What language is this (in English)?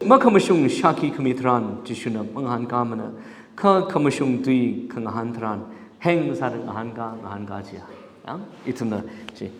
Tangkhul Naga (India)